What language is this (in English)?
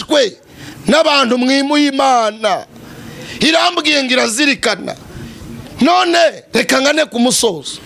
Kinyarwanda